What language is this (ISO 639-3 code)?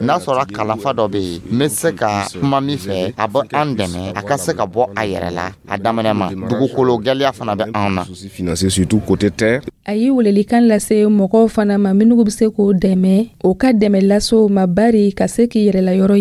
dyu